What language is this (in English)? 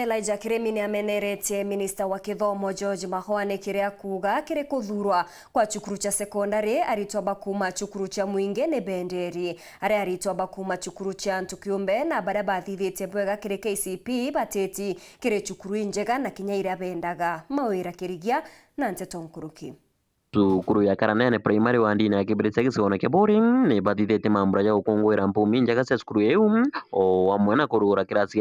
Meru